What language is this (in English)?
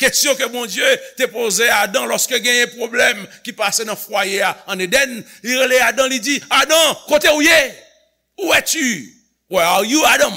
Haitian Creole